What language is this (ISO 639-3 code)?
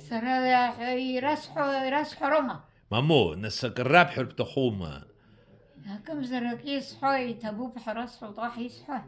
abk